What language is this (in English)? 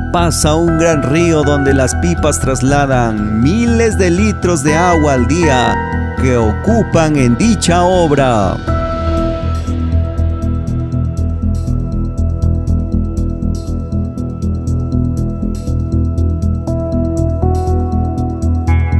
Spanish